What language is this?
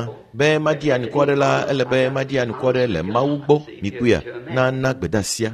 Ewe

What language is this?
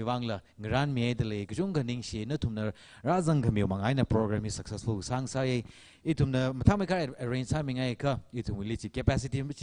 Tangkhul Naga (India)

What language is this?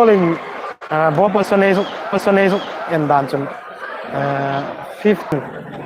Hmar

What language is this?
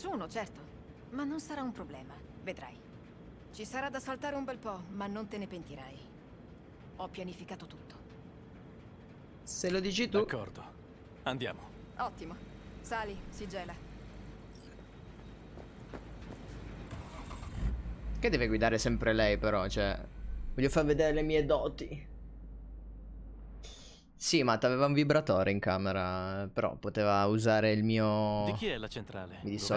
Italian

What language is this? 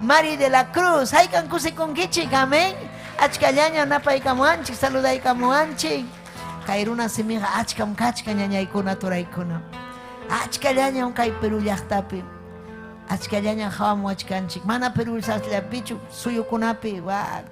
Ayacucho Quechua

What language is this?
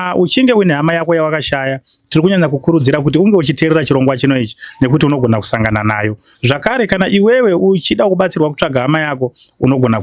Shona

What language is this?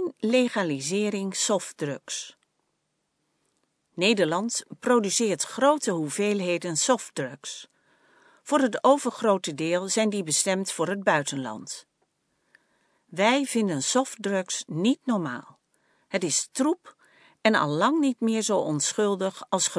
Dutch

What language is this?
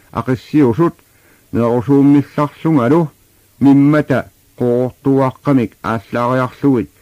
Kalaallisut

